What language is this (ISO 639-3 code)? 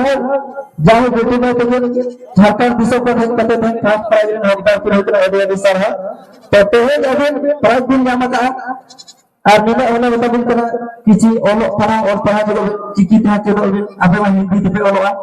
sat